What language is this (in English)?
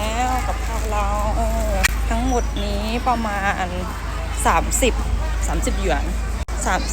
Lao